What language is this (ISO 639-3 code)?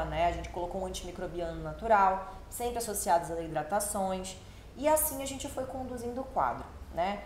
por